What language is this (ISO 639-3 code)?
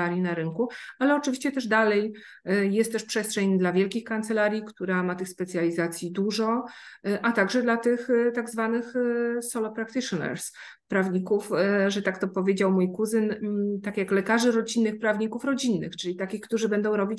pol